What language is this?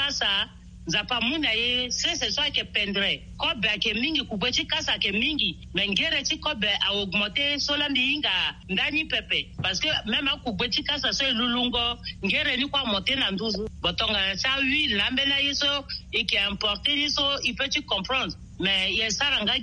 Sango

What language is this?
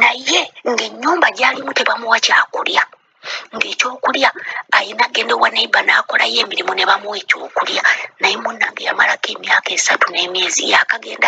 Ganda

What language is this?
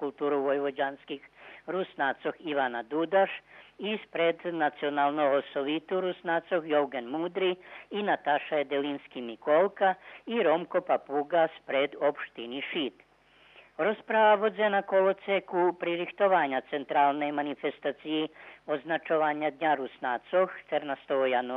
Rusyn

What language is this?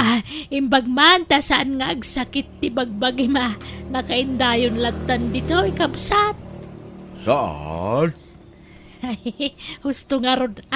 Iloko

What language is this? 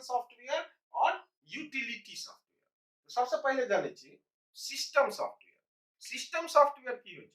Maithili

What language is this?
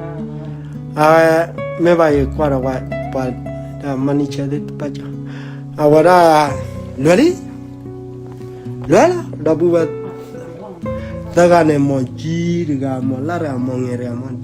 S'gaw Karen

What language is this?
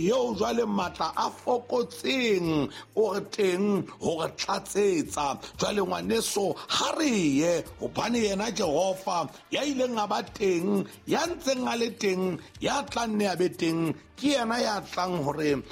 Southern Sotho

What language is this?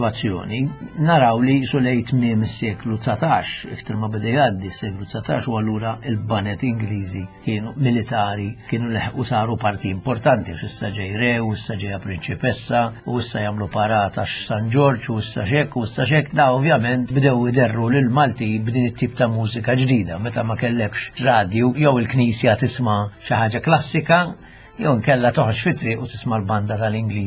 Maltese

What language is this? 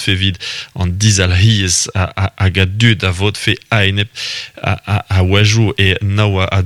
Breton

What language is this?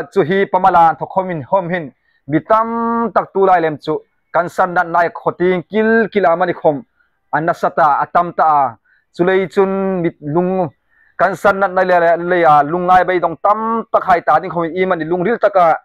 Hmar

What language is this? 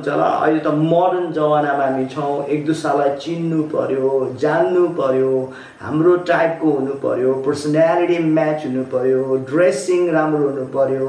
Nepali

